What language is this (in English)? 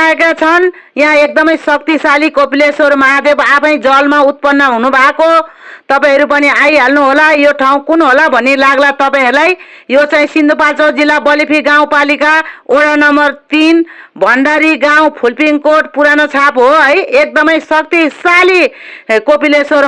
Nepali